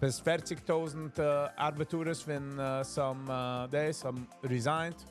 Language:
Yiddish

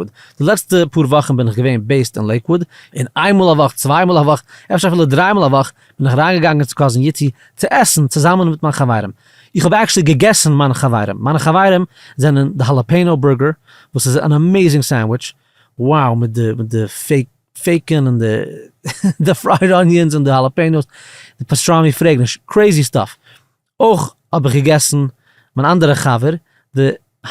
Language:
Yiddish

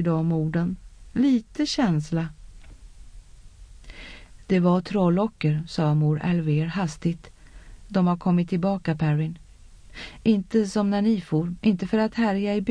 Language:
Swedish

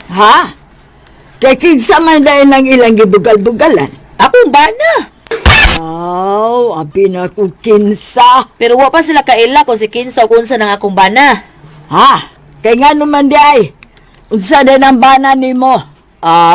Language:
Cebuano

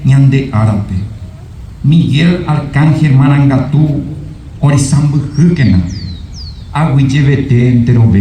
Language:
Guarani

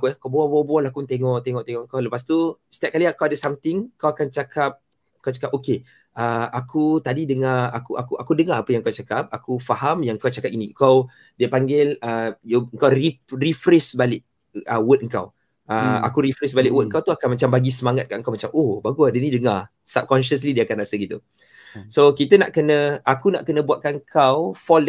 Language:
Malay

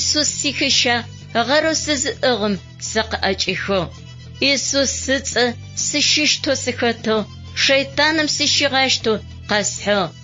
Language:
Adyghe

